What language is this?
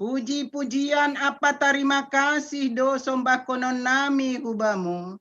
Batak Simalungun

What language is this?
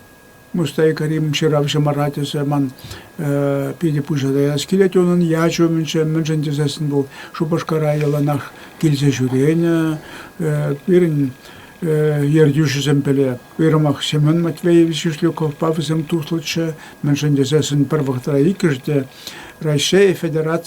Chuvash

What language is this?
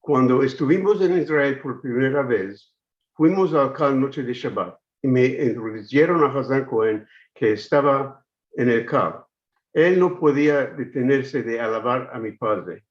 Ladino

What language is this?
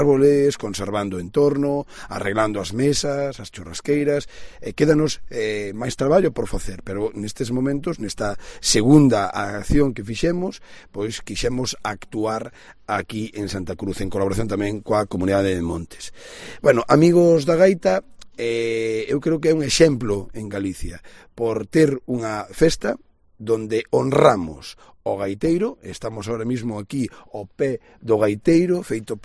Galician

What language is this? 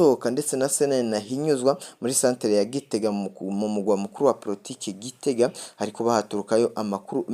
Rundi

